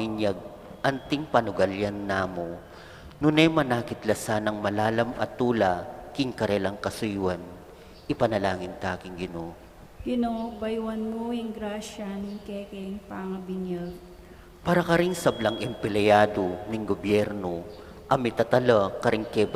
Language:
Pampanga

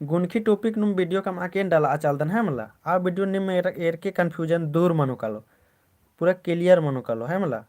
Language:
Kurukh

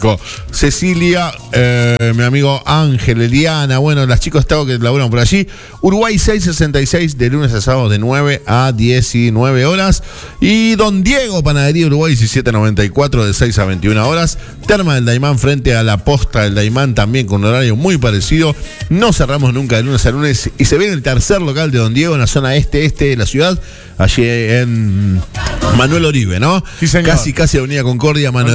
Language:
Spanish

